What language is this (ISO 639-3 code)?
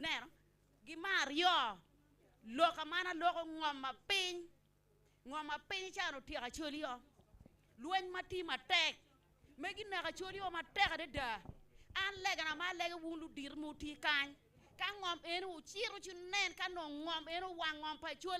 ach